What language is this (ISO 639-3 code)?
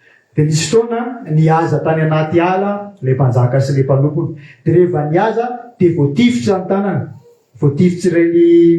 mlg